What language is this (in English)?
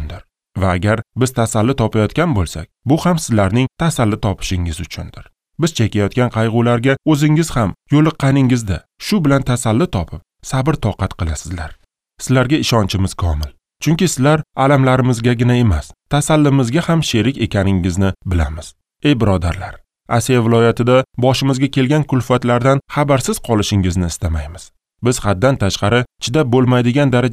Uzbek